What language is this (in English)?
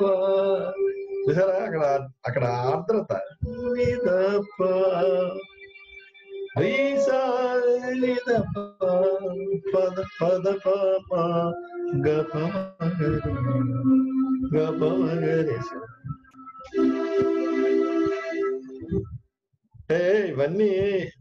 Telugu